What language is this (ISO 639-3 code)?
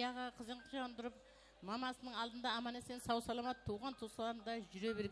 kaa